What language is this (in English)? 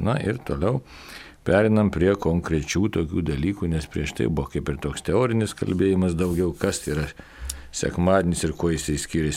Lithuanian